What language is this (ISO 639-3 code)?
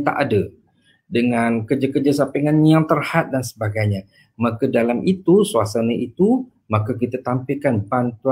msa